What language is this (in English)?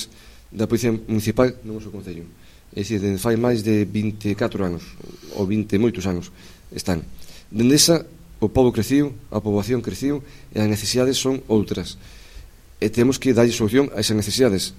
Galician